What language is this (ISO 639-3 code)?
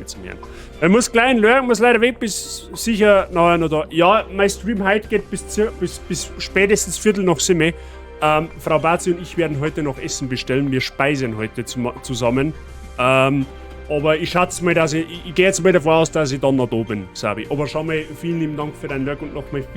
bar